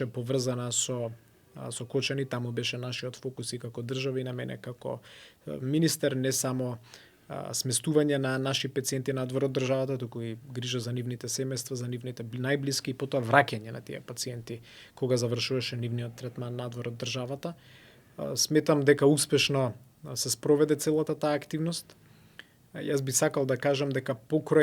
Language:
Macedonian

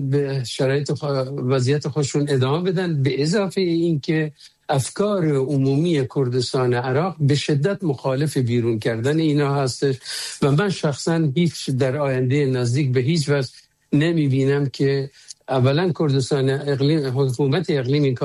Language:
Persian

